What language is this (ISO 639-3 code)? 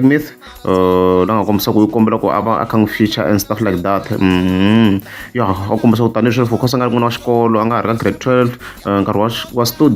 tso